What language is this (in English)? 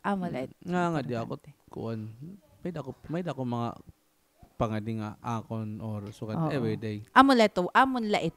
Waray